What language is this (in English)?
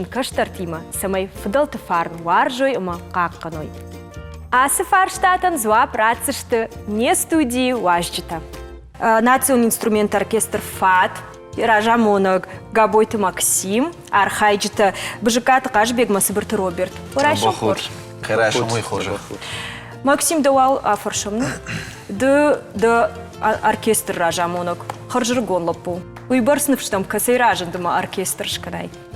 Ossetic